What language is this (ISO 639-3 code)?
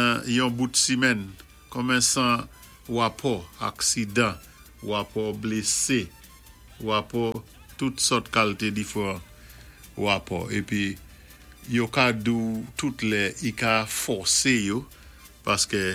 acf